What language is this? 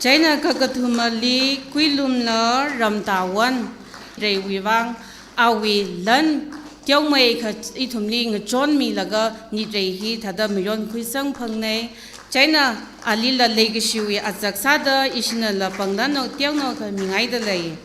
Tangkhul Naga (India)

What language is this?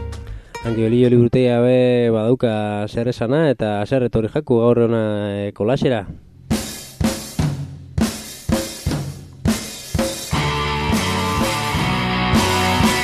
Basque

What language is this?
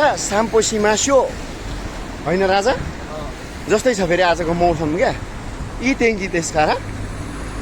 Nepali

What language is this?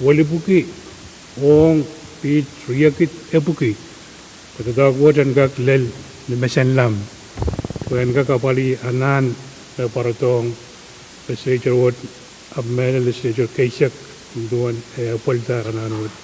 Pohnpeian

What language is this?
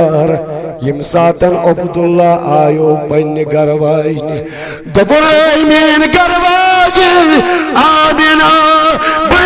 Kashmiri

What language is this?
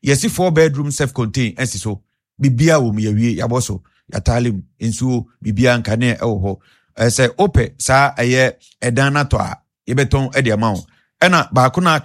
Akan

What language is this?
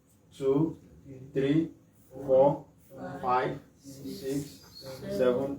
Yoruba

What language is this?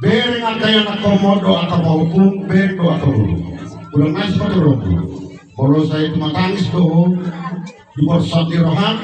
Batak Toba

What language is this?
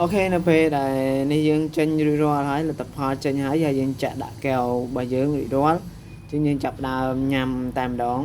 Khmer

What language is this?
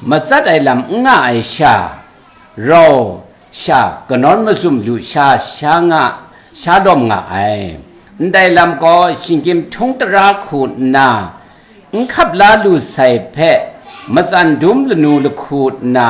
Kachin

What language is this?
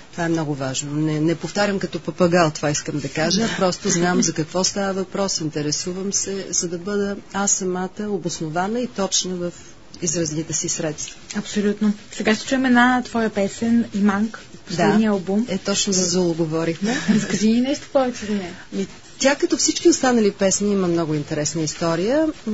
Bulgarian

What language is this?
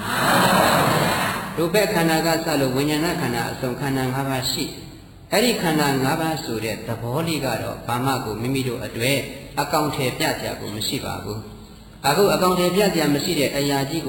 Burmese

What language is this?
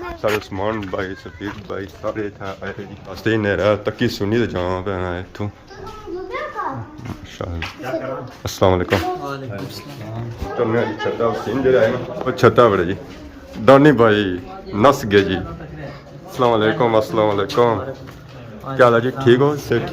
Pahari-Potwari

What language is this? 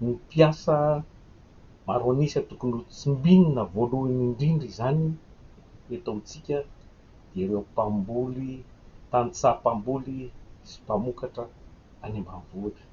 Malagasy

